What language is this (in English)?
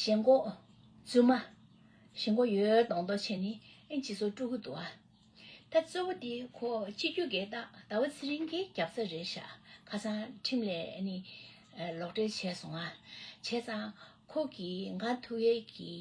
Tibetan